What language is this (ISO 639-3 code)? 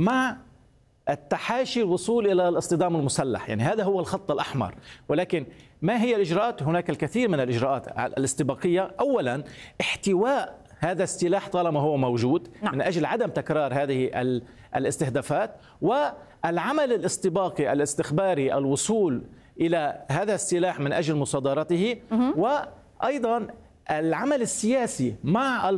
ara